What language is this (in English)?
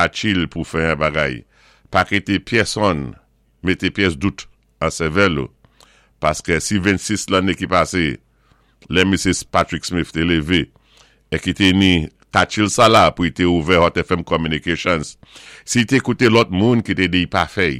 Saint Lucian Creole French